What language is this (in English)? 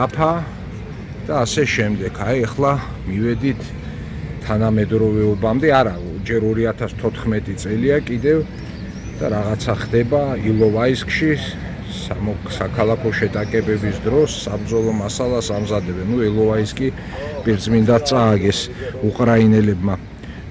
Georgian